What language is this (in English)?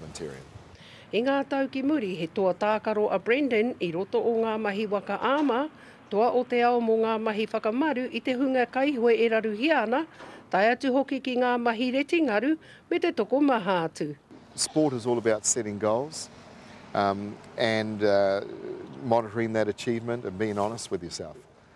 Māori